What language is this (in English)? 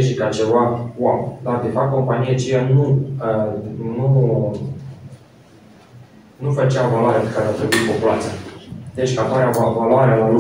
Romanian